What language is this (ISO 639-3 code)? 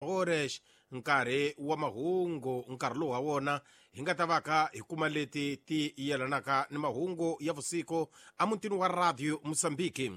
tso